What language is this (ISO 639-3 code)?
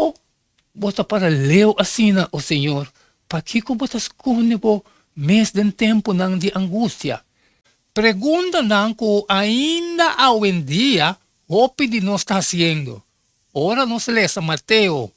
pap